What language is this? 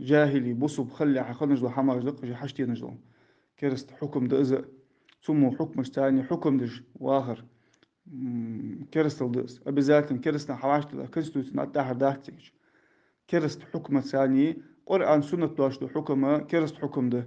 Ingush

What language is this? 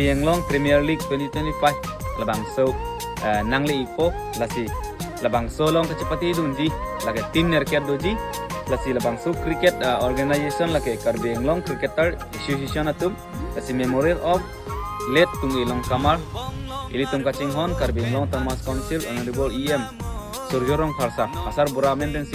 Karbi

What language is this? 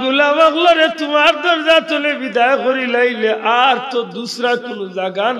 Sylheti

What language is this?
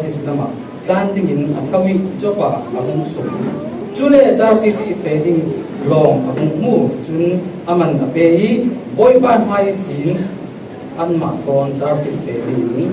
Falam Chin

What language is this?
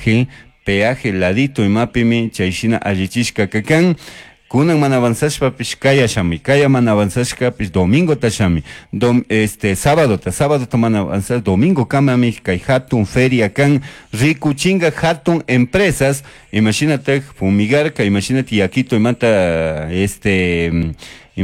Chimborazo Highland Quichua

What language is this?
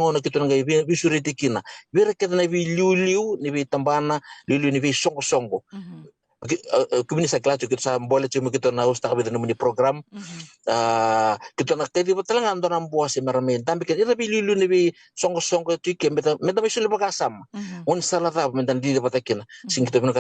Fijian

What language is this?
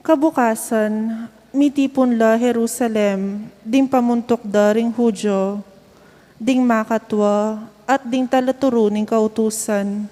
Pampanga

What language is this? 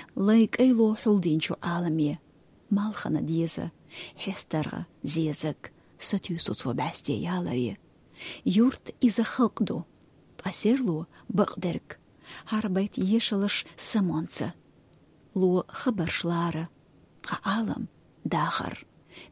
Chechen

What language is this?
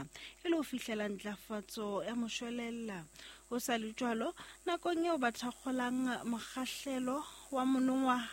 Southern Sotho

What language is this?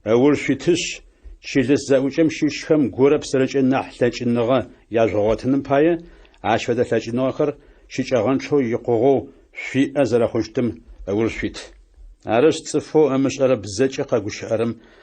Adyghe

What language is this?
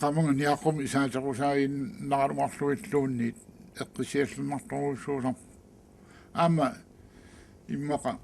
Kalaallisut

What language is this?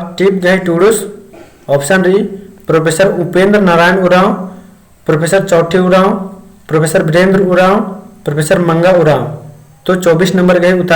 Kurukh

